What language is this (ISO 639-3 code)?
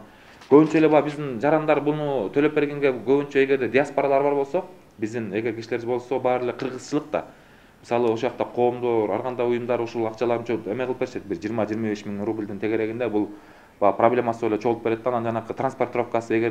kir